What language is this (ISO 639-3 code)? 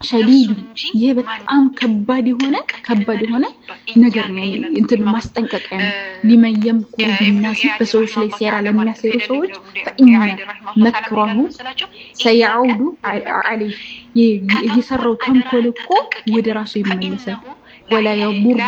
amh